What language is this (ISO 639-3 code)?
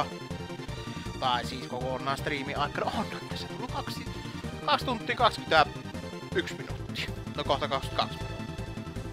fin